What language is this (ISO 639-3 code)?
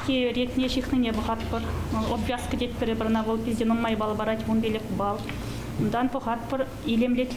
chv